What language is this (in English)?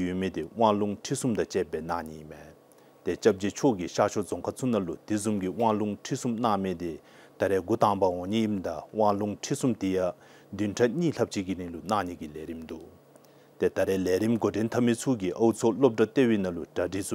Dzongkha